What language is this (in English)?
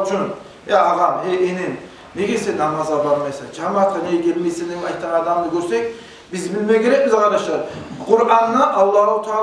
Kumyk